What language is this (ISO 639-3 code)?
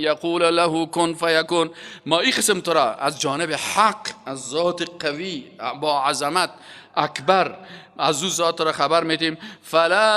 fas